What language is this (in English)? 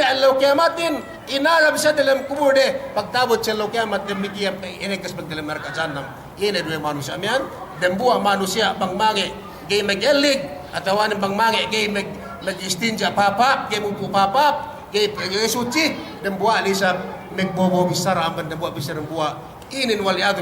Yakan